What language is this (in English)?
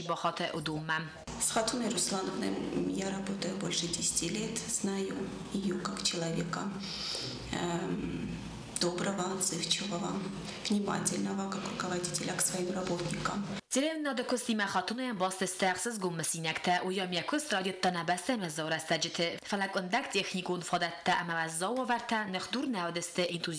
Ossetic